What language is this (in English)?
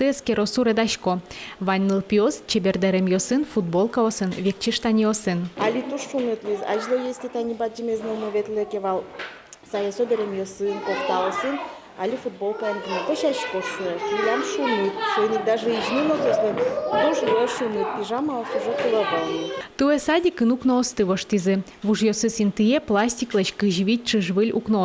Udmurt